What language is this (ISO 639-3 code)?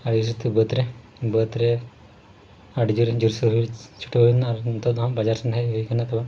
sat